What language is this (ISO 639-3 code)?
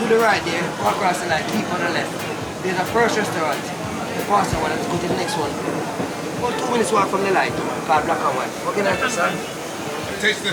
jam